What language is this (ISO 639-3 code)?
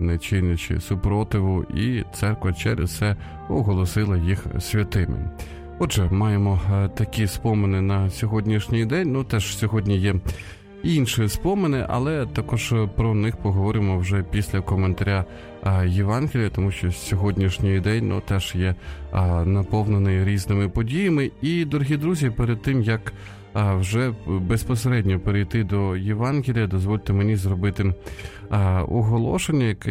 ukr